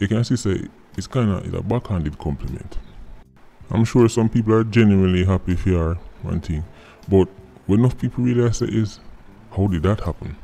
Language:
Jamaican Creole English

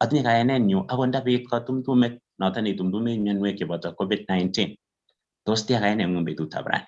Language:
Kalenjin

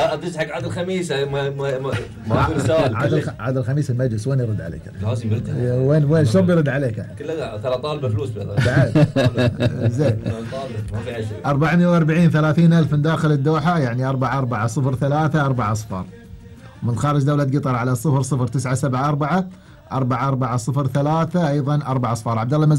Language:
Gulf Arabic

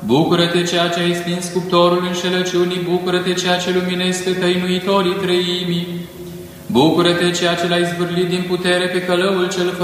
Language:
Romanian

